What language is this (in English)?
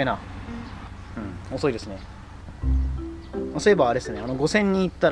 Japanese